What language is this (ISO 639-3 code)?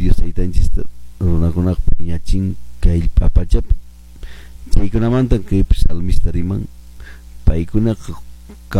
que